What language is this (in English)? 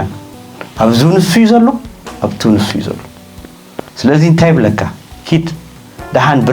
Tigrinya